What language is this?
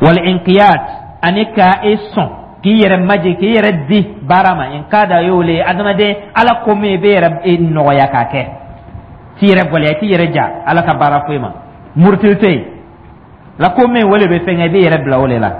Dyula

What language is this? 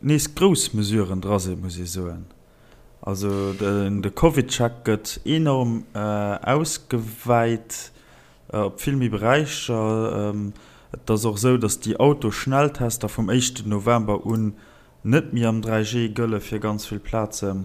Luxembourgish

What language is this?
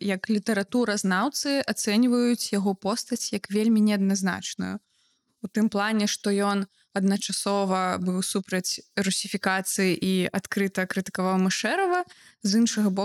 Belarusian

